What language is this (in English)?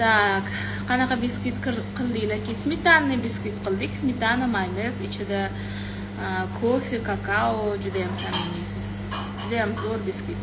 Uzbek